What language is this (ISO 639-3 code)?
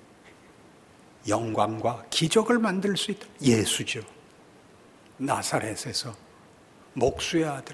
kor